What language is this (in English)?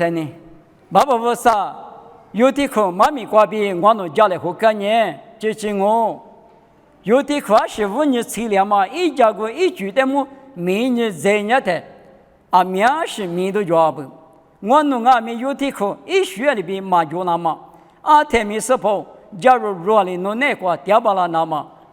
Lisu